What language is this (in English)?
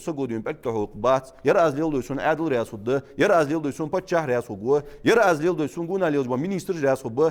Ingush